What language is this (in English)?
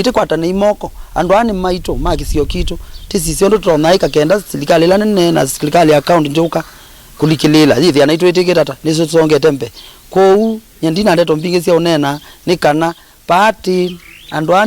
Kamba